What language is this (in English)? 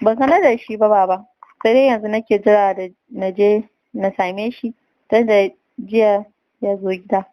Hausa